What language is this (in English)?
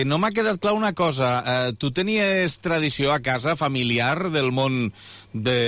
Catalan